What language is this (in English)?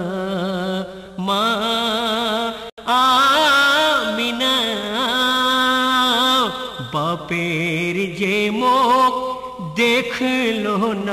Bangla